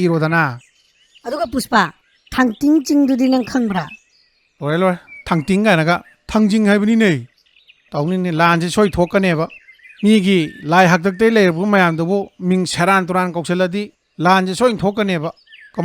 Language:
Manipuri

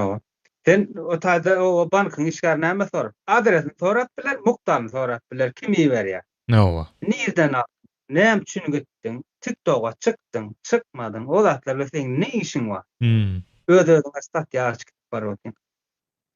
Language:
Turkmen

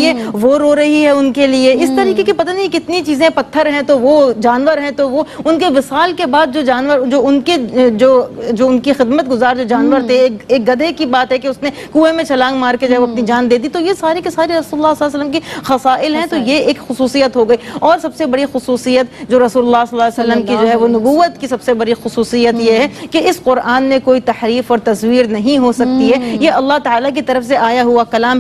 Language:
Urdu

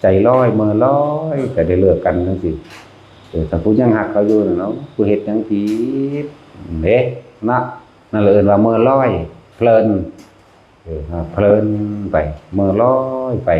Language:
Northeastern Thai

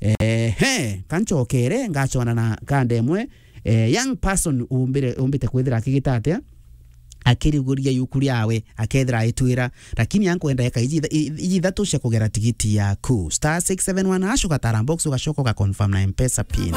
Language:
Meru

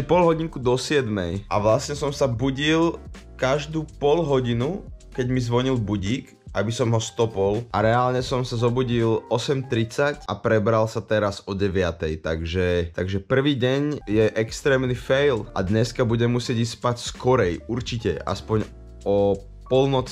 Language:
Slovak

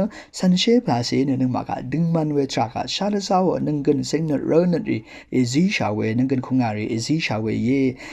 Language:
Rawang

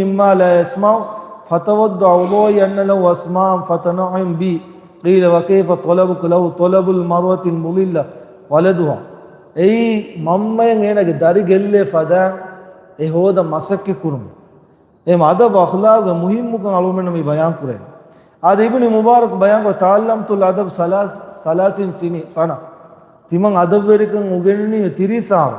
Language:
Divehi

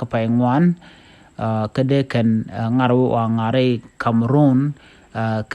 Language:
Nuer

